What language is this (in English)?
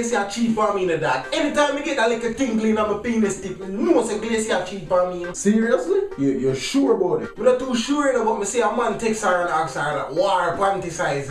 Jamaican Creole English